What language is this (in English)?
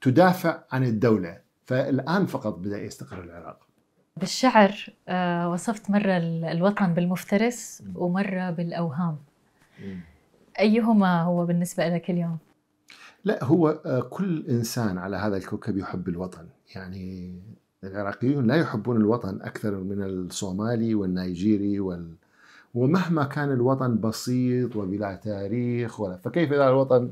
Mesopotamian Arabic